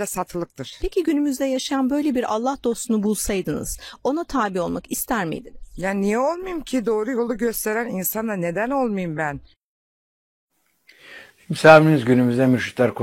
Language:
Turkish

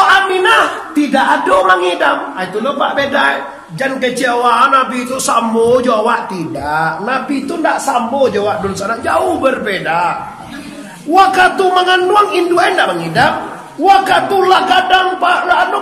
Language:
Minangkabau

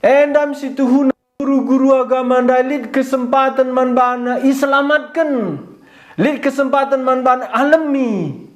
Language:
Batak Karo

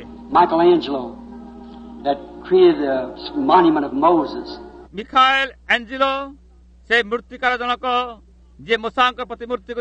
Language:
Odia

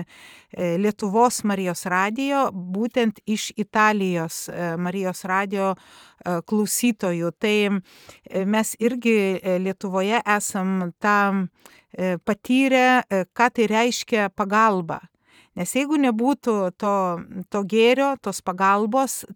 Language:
Lithuanian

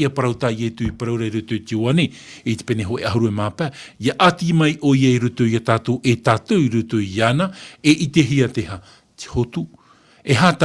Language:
Tahitian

